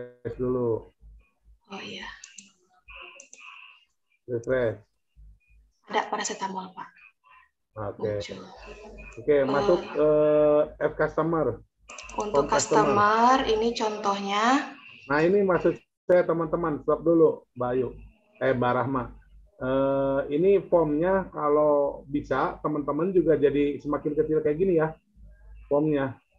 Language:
Indonesian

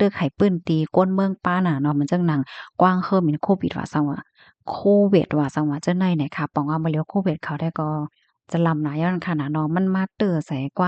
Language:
Shan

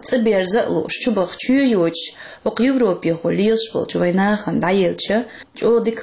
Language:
Chechen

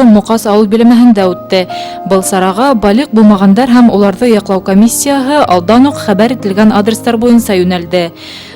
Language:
Bashkir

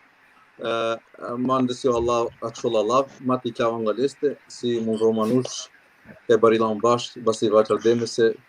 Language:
Balkan Romani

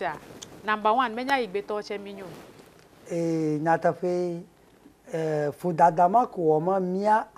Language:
Ewe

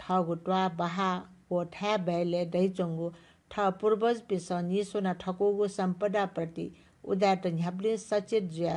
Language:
Newari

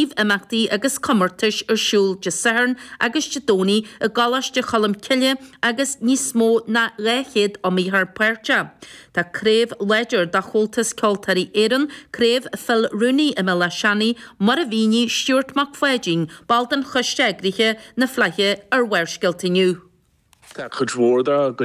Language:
Irish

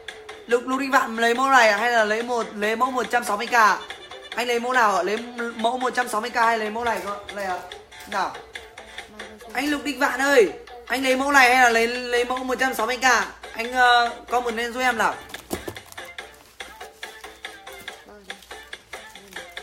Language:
Vietnamese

